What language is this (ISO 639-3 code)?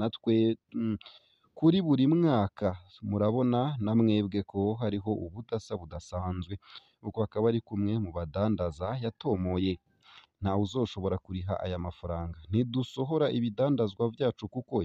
run